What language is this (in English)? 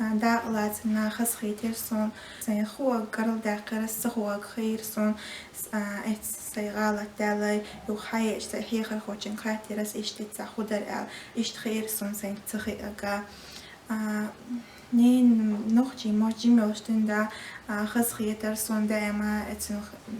Chechen